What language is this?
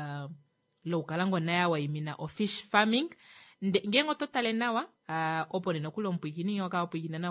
Kuanyama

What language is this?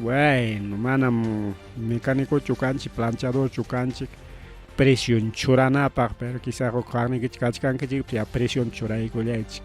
Ayacucho Quechua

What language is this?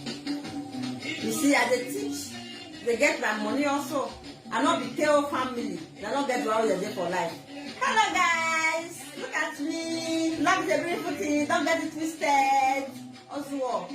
Nigerian Pidgin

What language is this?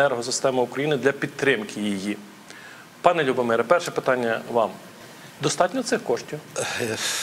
Ukrainian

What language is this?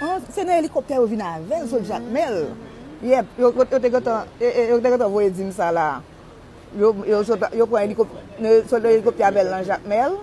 Haitian Creole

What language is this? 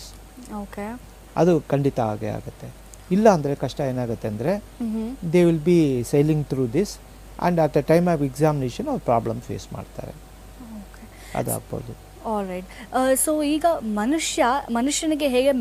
Kannada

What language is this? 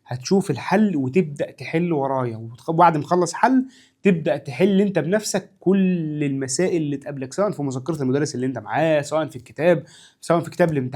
Egyptian Arabic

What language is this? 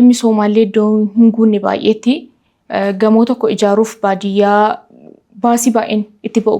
Oromo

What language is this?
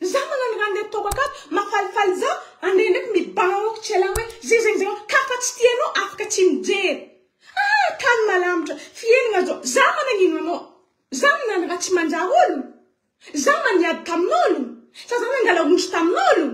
Malagasy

